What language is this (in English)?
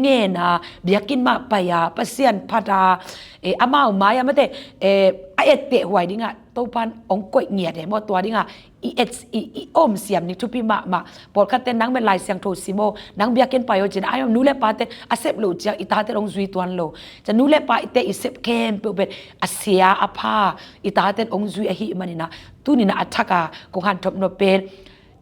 Tedim Chin